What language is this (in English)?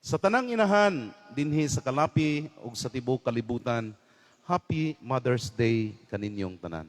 Cebuano